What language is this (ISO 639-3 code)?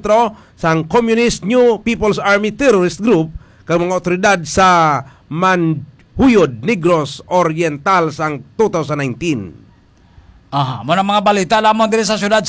hil